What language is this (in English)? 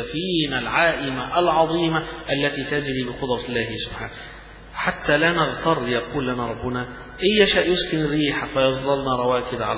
Arabic